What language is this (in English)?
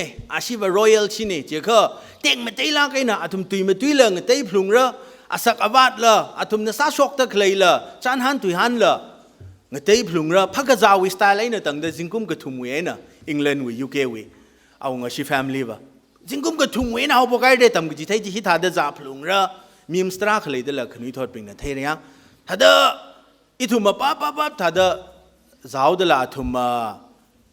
Tangkhul Naga (India)